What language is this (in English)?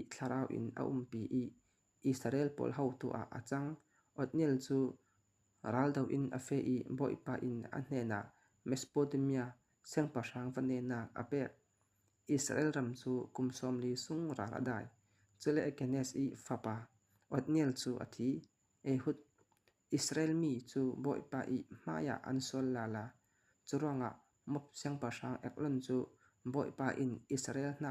Falam Chin